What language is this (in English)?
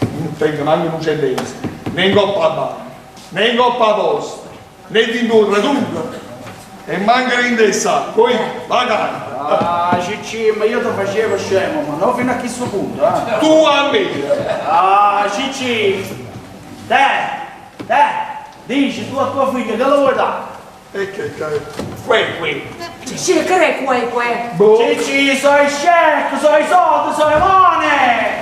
Neapolitan